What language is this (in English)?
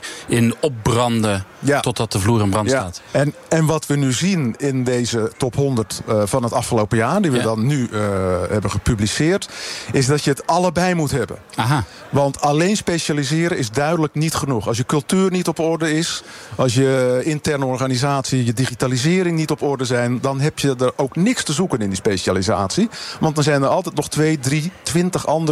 Dutch